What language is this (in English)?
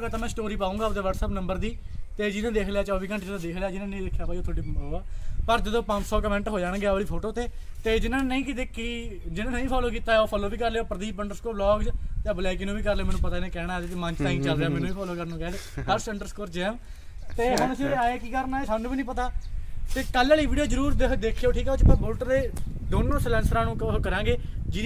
Punjabi